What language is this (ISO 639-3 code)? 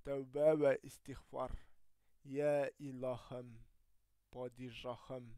tat